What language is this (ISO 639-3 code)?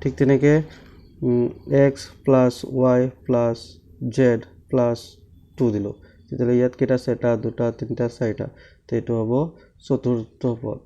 asm